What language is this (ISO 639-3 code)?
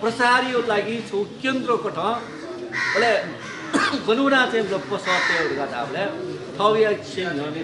new